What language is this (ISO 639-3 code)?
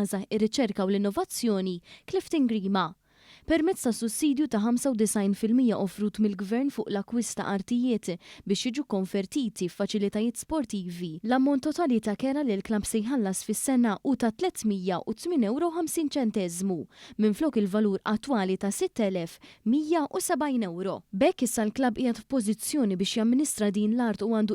mlt